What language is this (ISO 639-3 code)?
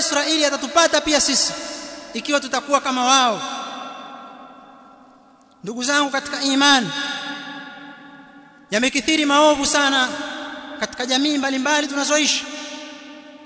swa